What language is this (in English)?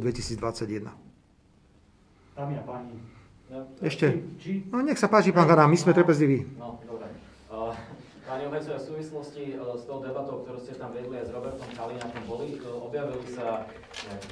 Slovak